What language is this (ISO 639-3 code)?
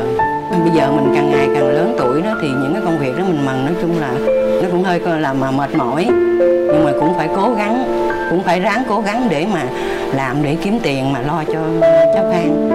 vie